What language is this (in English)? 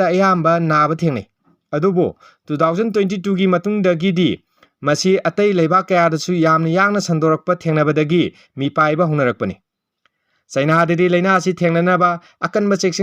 Manipuri